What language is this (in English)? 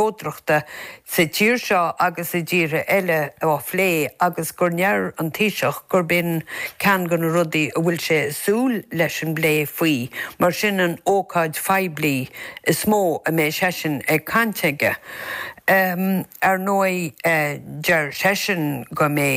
Irish